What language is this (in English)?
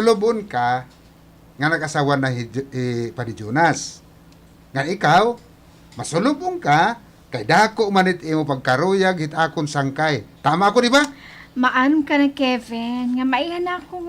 Waray